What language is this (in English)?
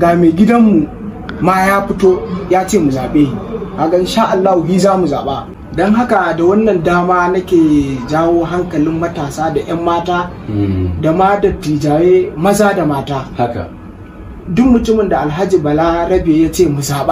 Hausa